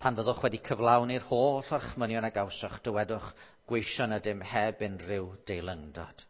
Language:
Welsh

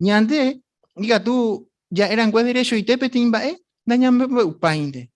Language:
Guarani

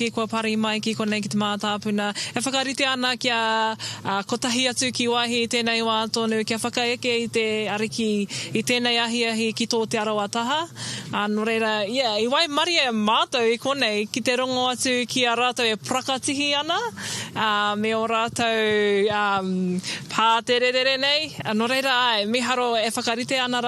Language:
Māori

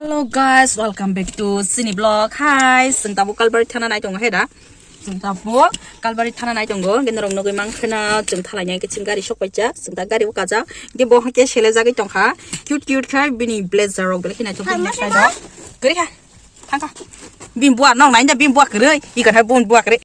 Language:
Kok Borok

